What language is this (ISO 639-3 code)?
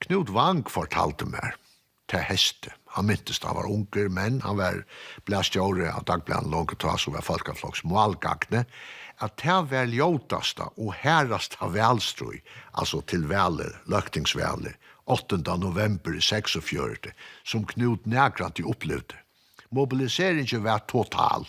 fao